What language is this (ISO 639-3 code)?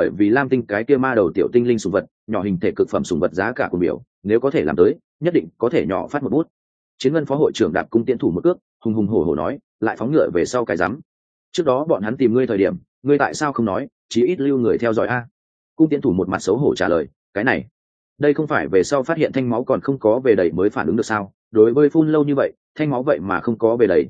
vie